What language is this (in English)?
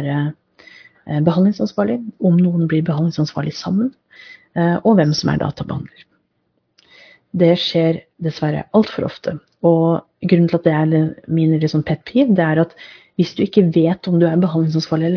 Norwegian